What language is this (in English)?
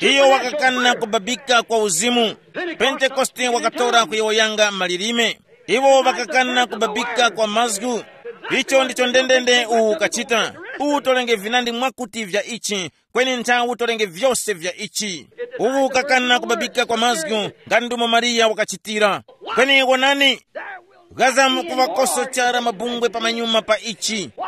Tumbuka